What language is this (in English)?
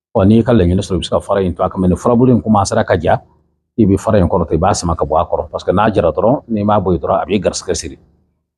Bambara